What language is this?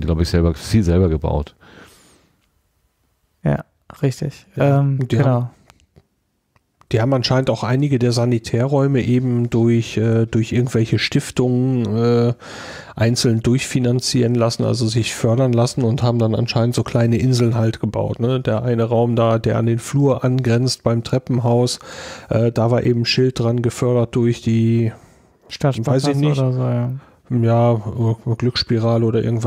German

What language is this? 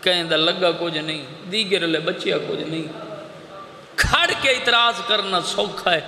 Saraiki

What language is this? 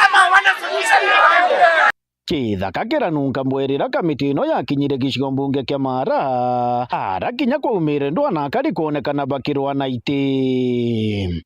Meru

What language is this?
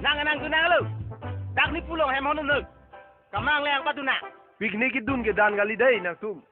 Karbi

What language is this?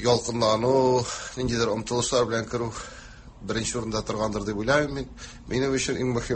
Tatar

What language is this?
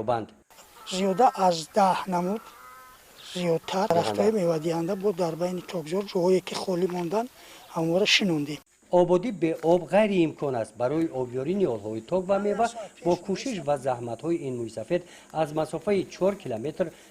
Tajik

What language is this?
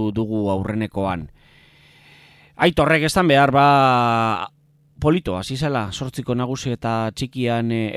Basque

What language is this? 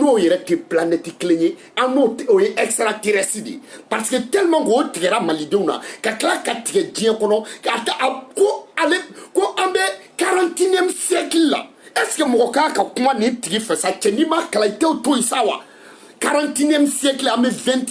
Bambara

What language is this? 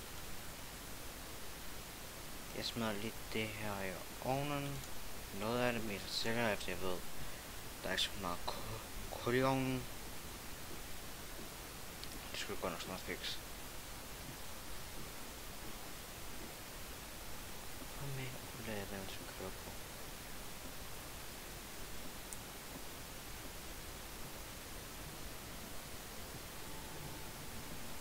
Danish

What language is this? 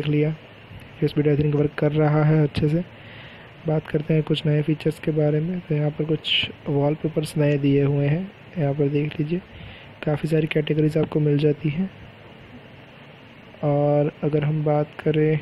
Hindi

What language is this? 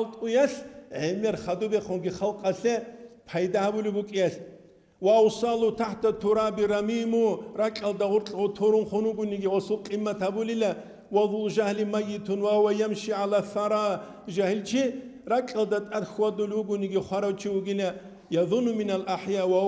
Avaric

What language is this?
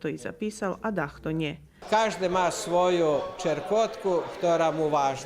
Rusyn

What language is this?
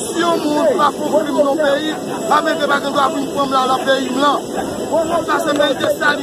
Haitian Creole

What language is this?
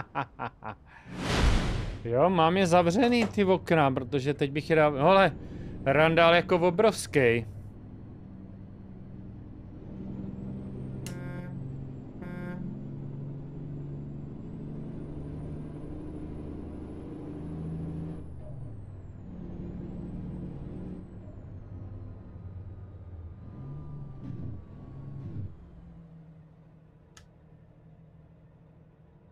Czech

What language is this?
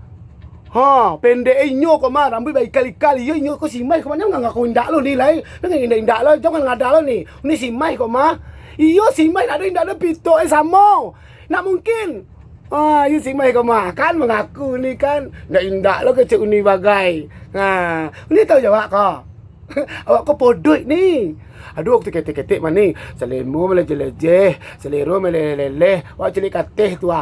Minangkabau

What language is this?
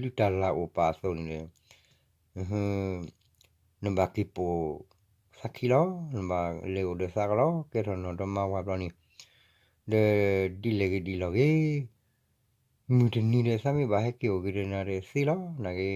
S'gaw Karen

